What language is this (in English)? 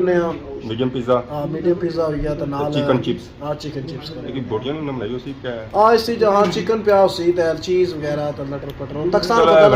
Pahari-Potwari